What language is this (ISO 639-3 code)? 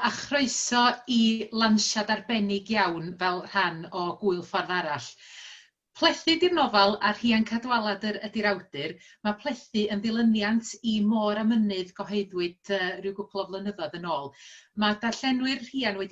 cym